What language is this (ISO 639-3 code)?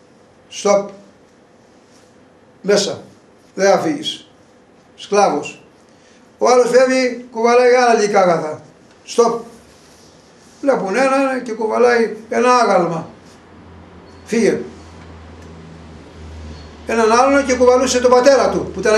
ell